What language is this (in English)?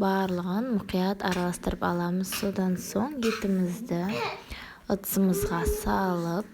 Kazakh